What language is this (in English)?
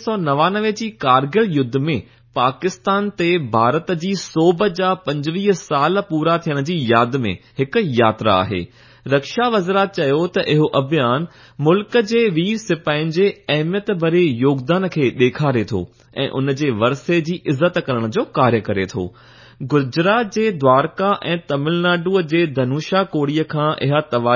Sindhi